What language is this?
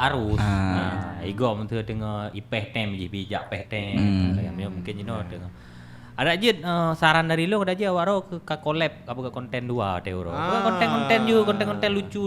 Achinese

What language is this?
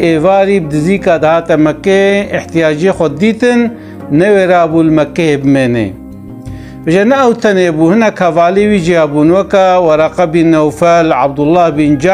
Kurdish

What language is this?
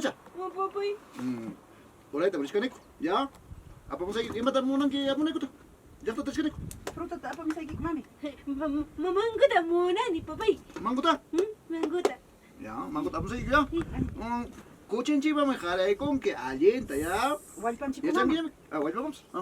Ayacucho Quechua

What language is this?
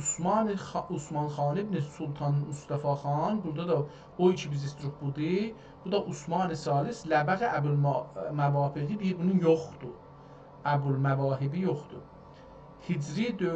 South Azerbaijani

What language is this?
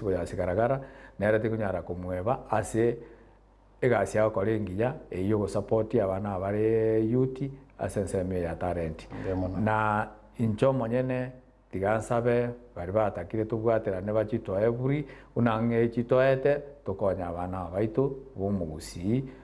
Gusii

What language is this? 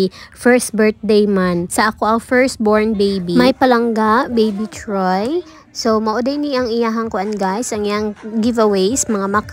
Cebuano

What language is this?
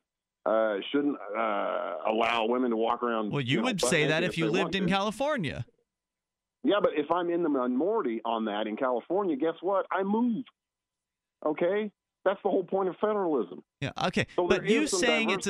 English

